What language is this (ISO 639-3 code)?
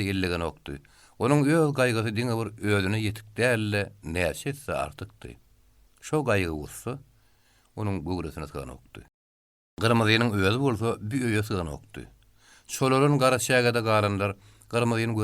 tuk